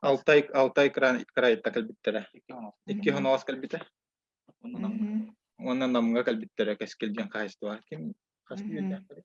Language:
Yakut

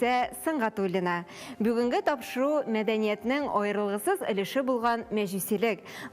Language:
Tatar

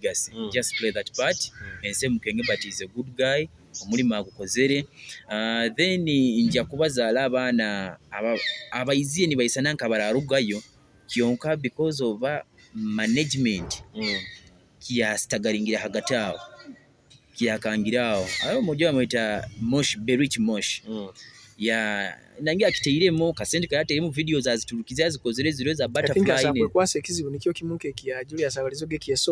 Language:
Nyoro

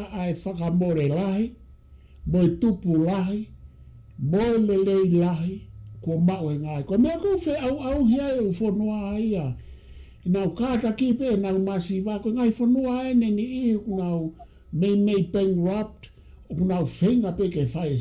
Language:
Tongan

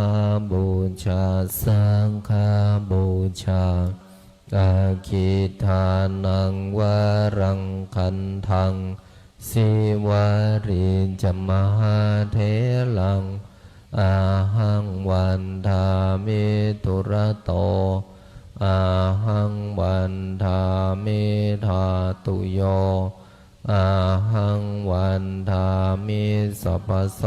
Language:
Pali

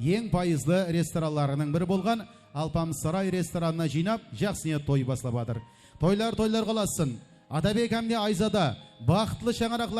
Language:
Kara-Kalpak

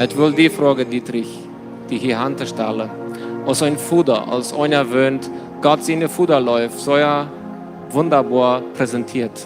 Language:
Plautdietsch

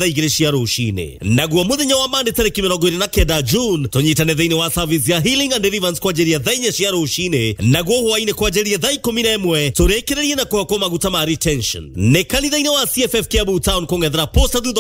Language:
Kikuyu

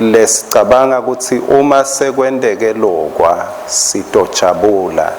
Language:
Swati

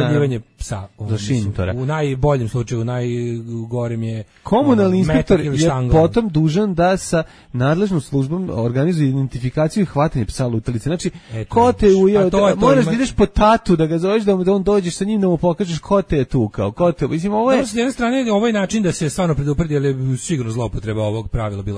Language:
Serbian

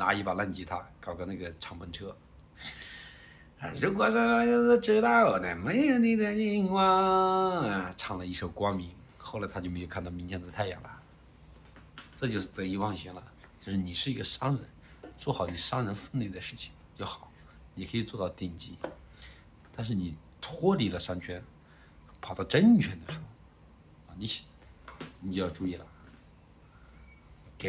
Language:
Chinese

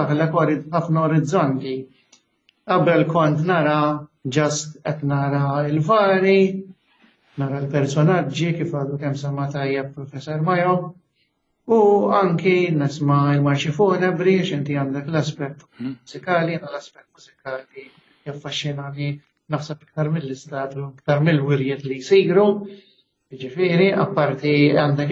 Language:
Maltese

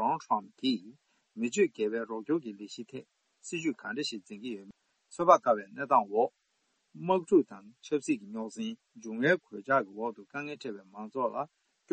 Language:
Tibetan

